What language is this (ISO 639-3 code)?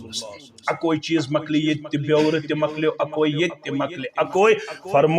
kas